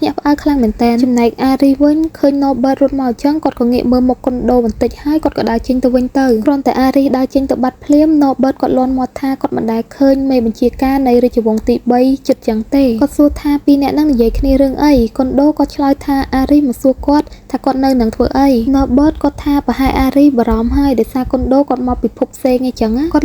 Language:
Khmer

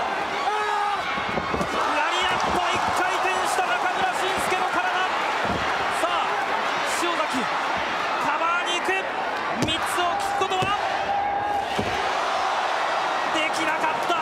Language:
Japanese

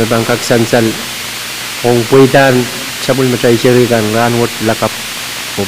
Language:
Pohnpeian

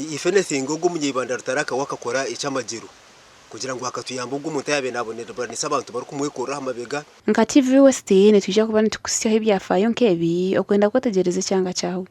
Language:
Nyankole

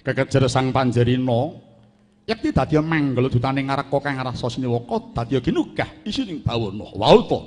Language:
Javanese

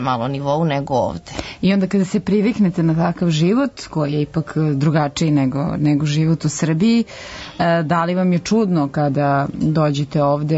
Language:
Serbian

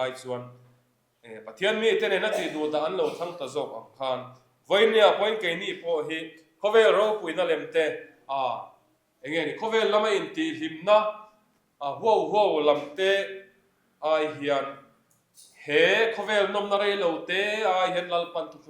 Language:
Mizo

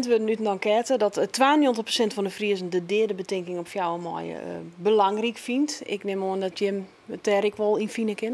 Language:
Western Frisian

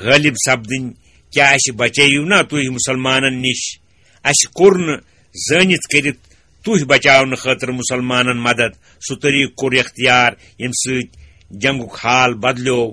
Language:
Kashmiri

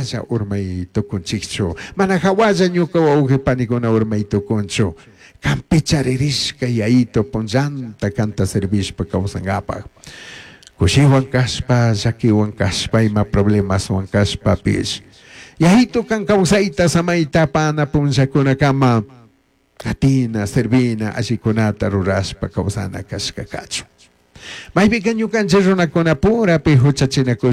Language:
Chimborazo Highland Quichua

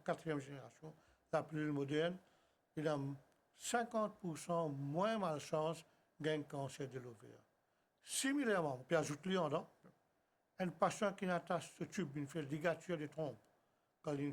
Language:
Morisyen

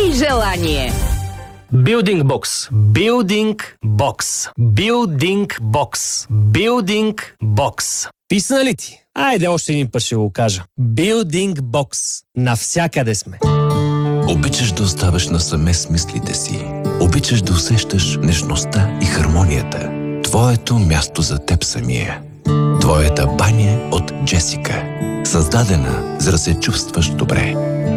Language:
Bulgarian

